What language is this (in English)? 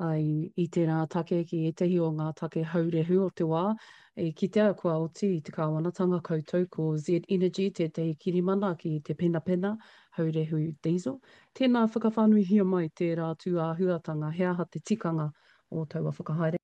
Māori